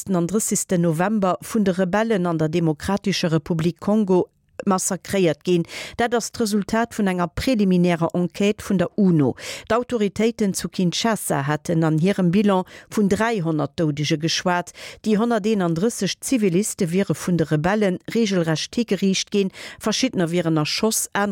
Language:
Luxembourgish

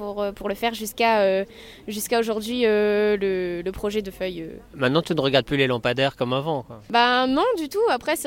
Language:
French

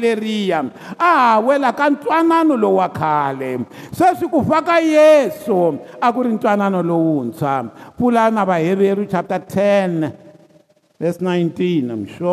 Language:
Tsonga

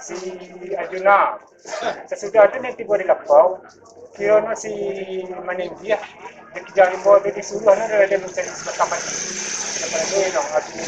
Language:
Minangkabau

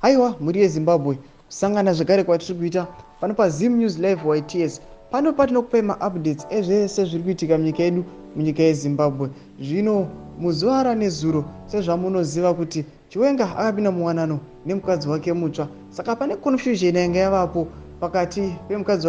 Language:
Shona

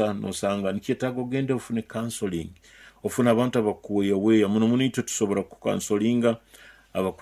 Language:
Nyoro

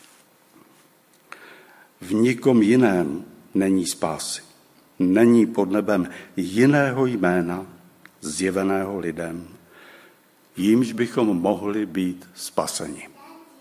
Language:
Czech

